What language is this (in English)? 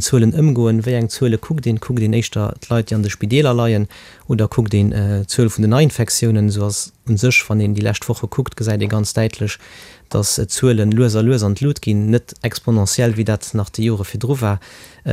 Luxembourgish